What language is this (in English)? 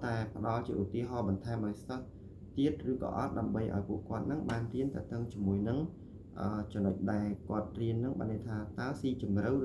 Khmer